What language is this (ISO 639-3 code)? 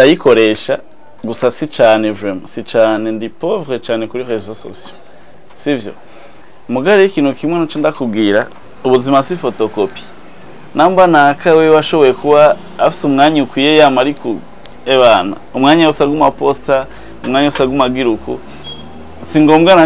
run